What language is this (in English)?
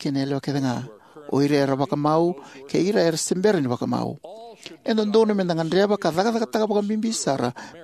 Fijian